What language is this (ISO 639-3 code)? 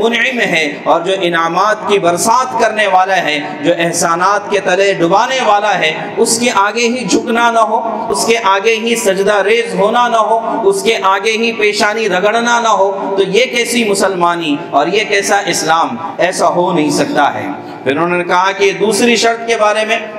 urd